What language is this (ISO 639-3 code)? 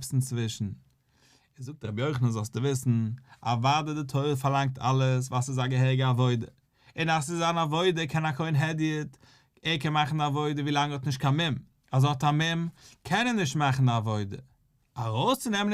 yid